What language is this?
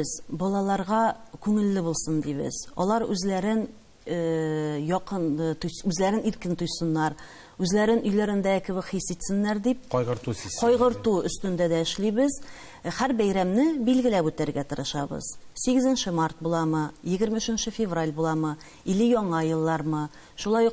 Tatar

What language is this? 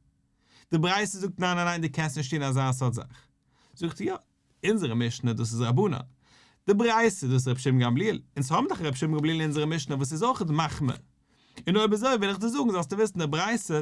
Yiddish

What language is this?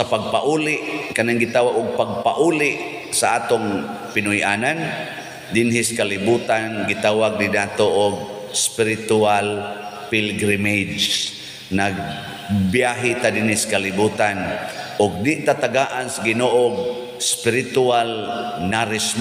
Cebuano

